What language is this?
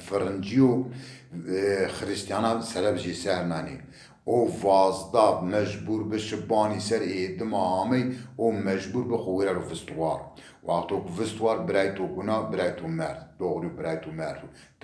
Zaza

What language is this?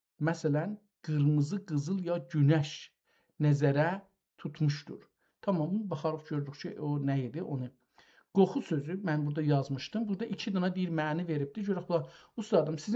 South Azerbaijani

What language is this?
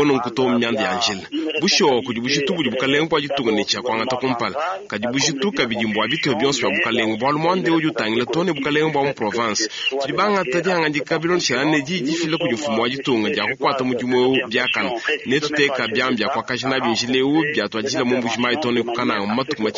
Luba-Lulua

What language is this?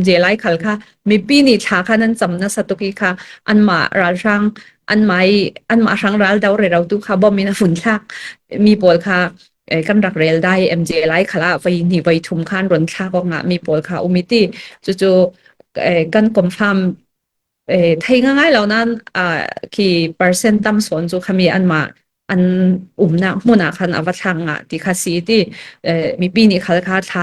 Falam Chin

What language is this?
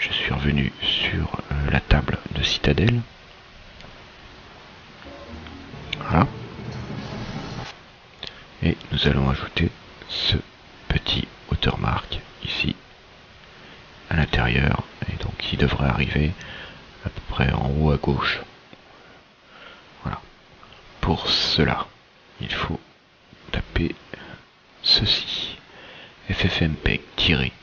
French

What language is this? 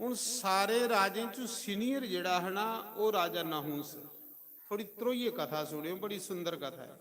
Dogri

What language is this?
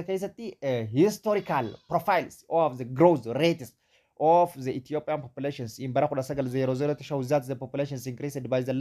Oromo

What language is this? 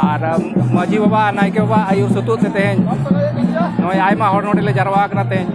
Santali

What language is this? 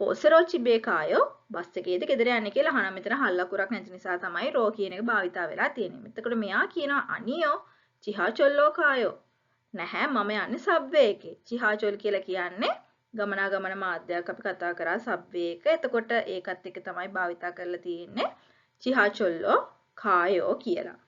Sinhala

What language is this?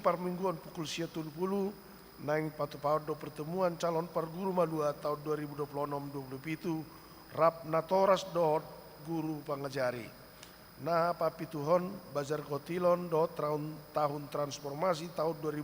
Batak Toba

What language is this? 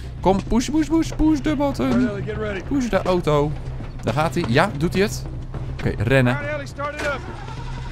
Dutch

